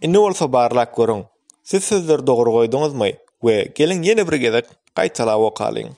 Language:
Turkmen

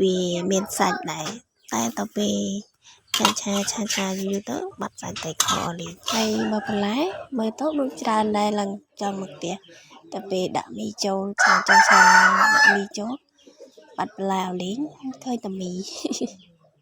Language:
Khmer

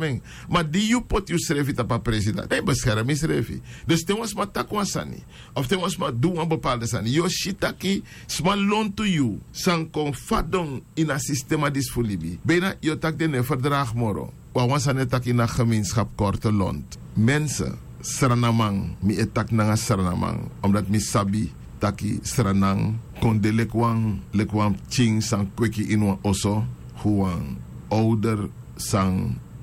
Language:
Sranan Tongo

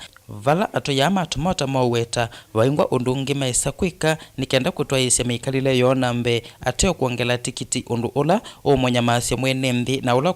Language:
Kamba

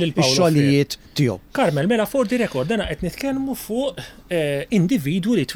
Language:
Maltese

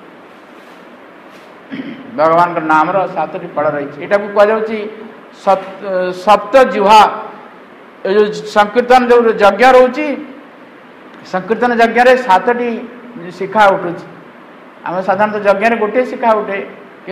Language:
Odia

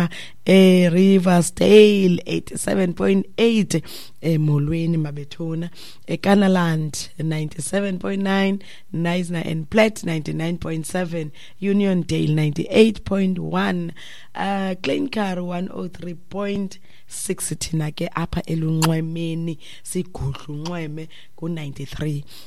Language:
Xhosa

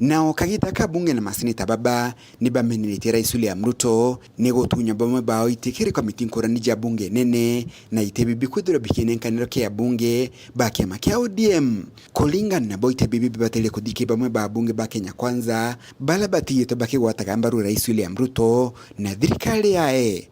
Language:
Meru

